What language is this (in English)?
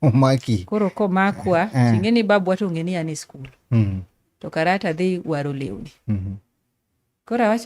Luo (Kenya and Tanzania)